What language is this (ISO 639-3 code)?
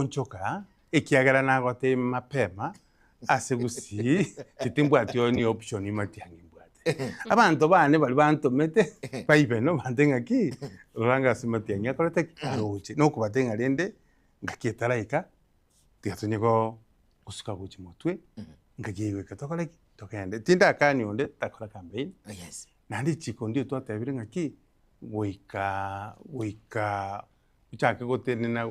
guz